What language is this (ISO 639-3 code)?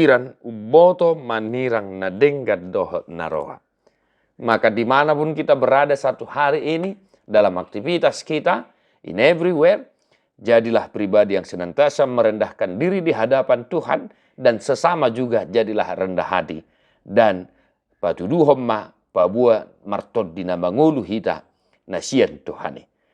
bbc